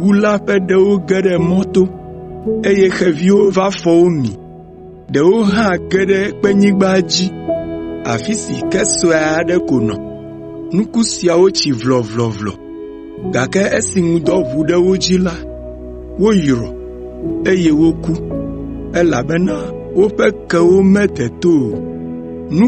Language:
Ewe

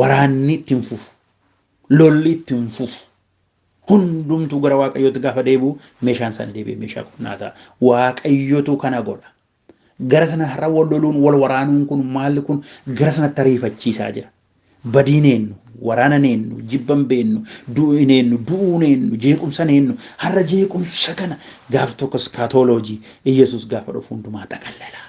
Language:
Oromo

